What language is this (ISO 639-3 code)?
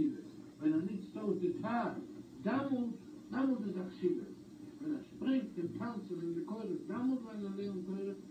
yid